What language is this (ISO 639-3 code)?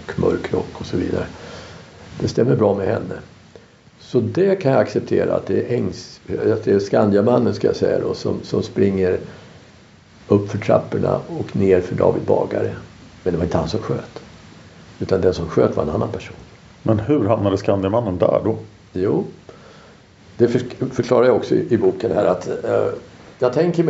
swe